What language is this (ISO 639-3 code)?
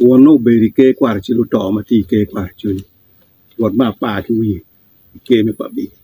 ach